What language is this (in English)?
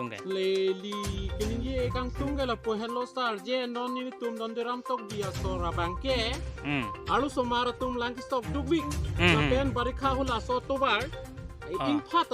Karbi